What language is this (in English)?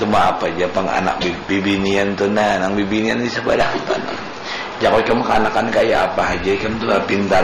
Banjar